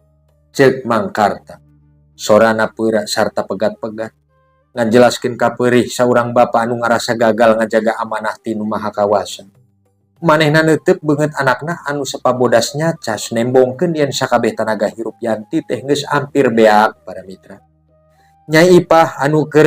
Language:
Sundanese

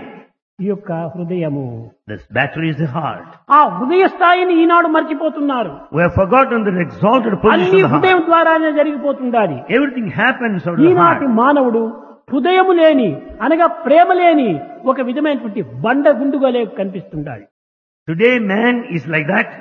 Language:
Telugu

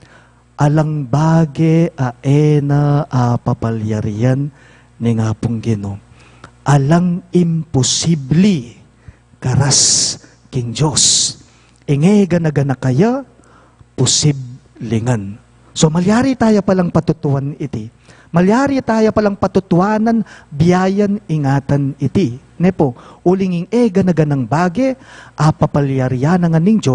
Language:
Pampanga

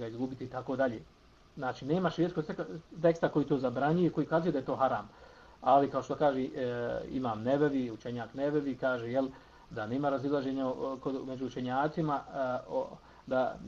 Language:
Bosnian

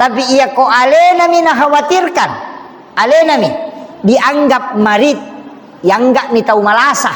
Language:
Buginese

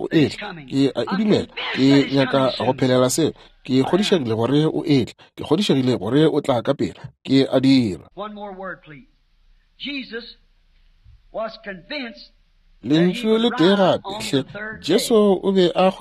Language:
Northern Sotho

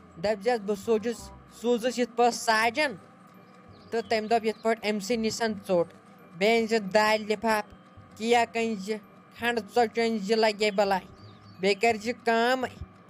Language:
Kashmiri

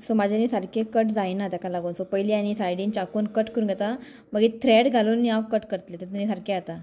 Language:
Konkani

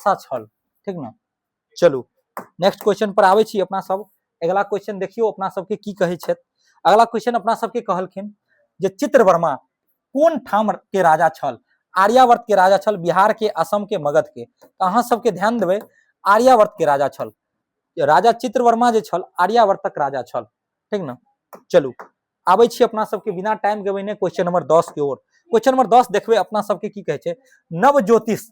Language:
Maithili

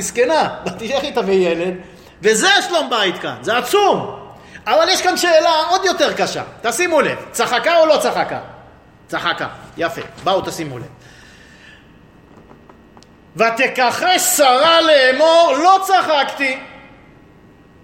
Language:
Hebrew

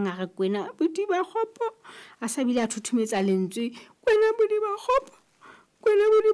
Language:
Southern Sotho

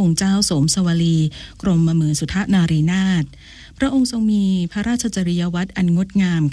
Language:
Thai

